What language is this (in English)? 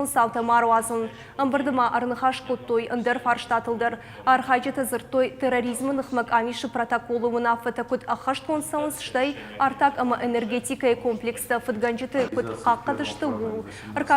Ossetic